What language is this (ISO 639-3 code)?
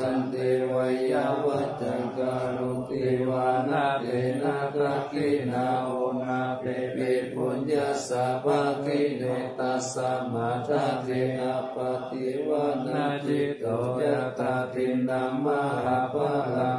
pli